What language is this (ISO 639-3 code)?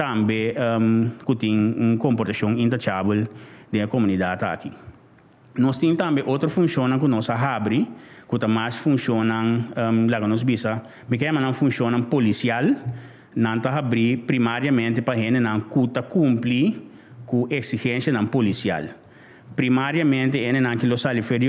pap